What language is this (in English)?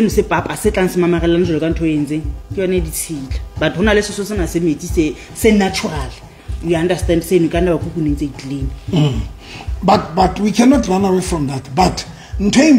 Southern Sotho